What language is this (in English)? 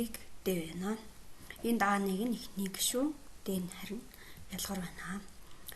Mongolian